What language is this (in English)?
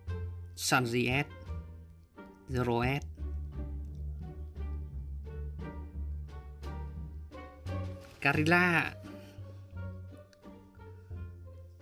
Vietnamese